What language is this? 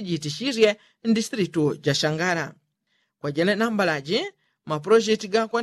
Yao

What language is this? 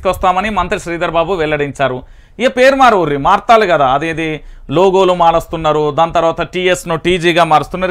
Telugu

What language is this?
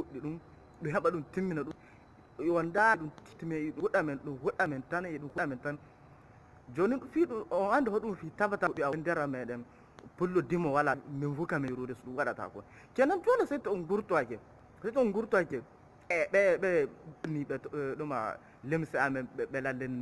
Fula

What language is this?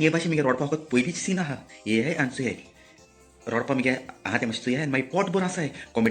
Konkani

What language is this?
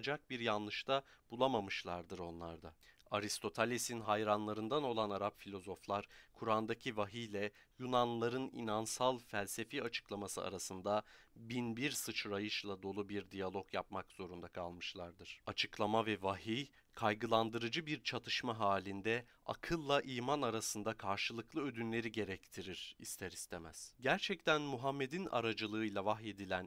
Turkish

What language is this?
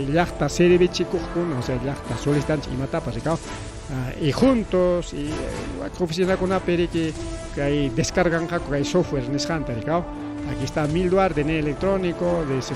Ayacucho Quechua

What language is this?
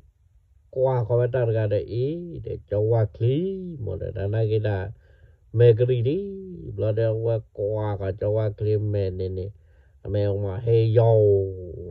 S'gaw Karen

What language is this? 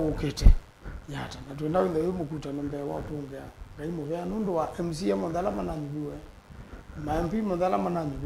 Kamba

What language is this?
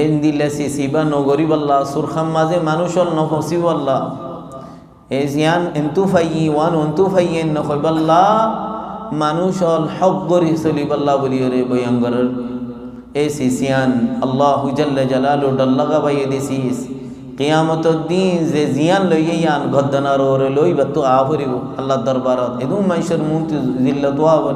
Rohingya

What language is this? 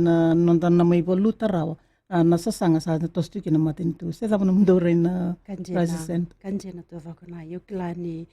Fijian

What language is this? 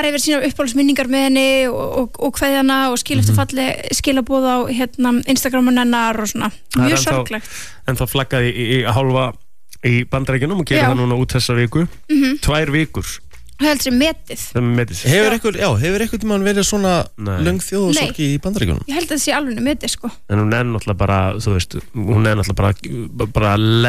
Icelandic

